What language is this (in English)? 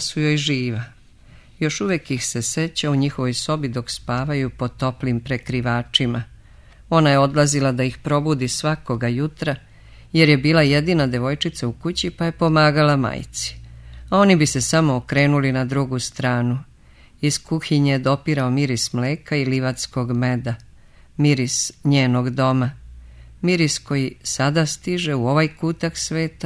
Serbian